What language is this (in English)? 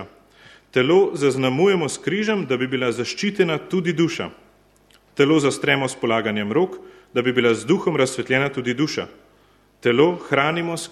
Slovenian